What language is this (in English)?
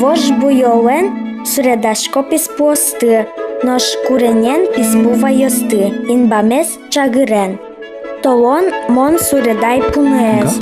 Udmurt